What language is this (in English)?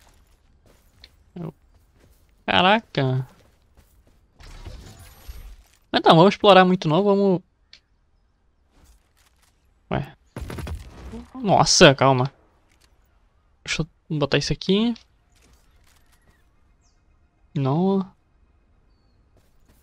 Portuguese